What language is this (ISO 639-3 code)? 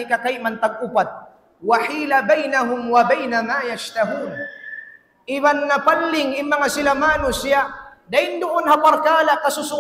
tsg